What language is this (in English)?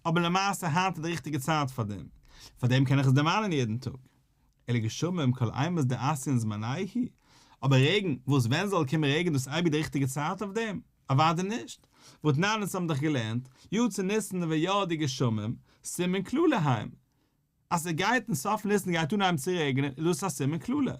Yiddish